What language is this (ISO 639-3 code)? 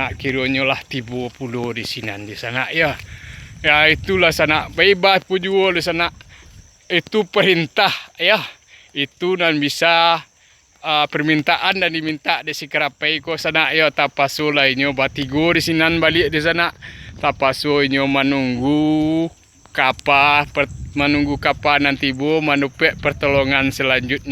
min